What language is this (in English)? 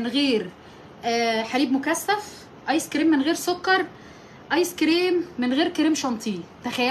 Egyptian Arabic